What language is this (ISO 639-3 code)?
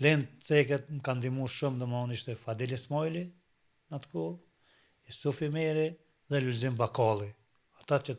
sqi